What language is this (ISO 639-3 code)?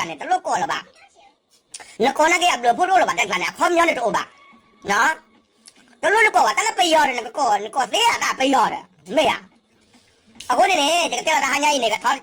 ksw